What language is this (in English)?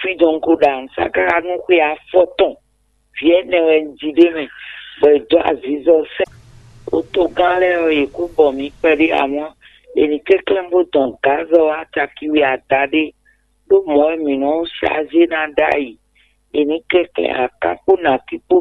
Fon